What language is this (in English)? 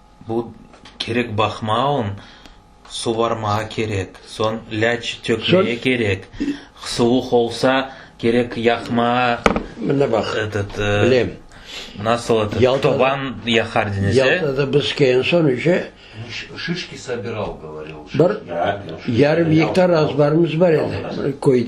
Crimean Tatar